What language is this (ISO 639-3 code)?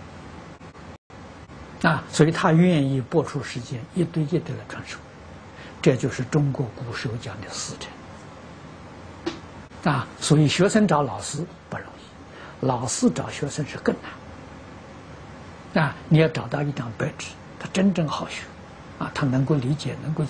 zho